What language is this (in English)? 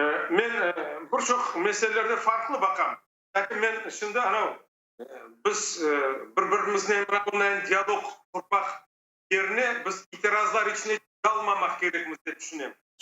Crimean Tatar